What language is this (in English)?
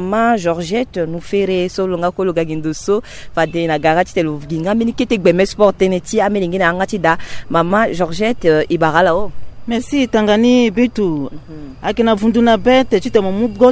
Sango